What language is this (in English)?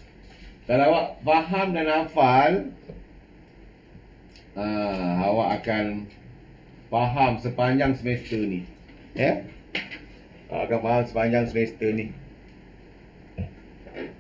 Malay